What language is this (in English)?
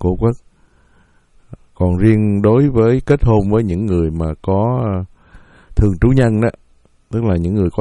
Vietnamese